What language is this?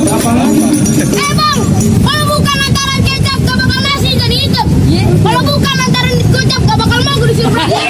Betawi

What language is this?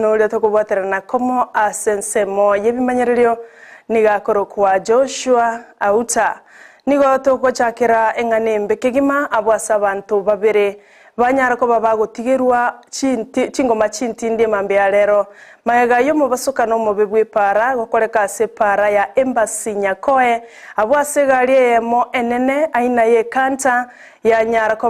Gusii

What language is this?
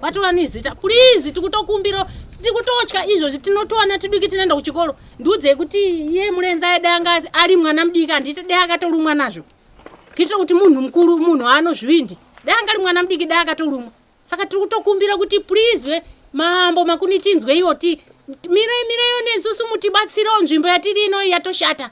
Shona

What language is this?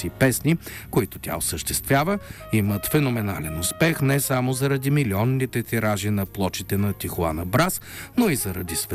Bulgarian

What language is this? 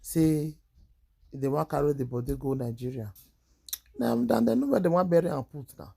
Nigerian Pidgin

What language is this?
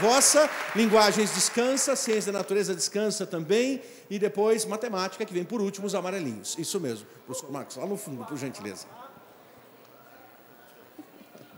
Portuguese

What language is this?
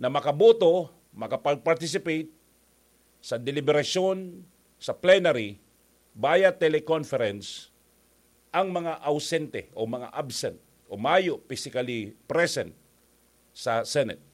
Bikol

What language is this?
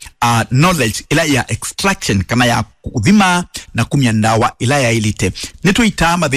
Kamba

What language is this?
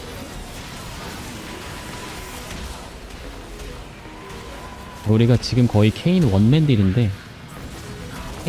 Korean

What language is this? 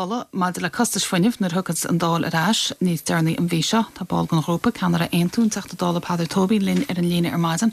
Irish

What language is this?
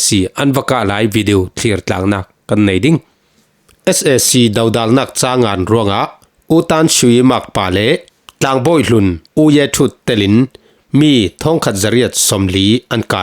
Falam Chin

